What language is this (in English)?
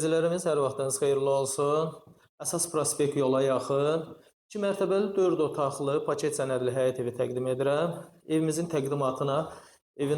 Azerbaijani